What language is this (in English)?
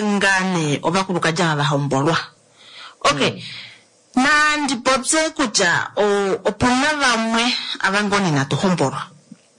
Kuanyama